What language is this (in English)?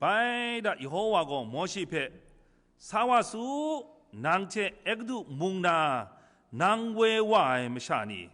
Kachin